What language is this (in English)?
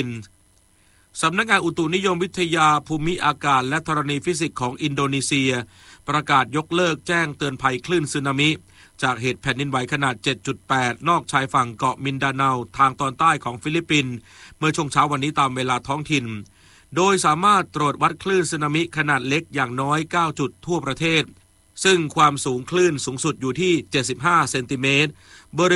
Thai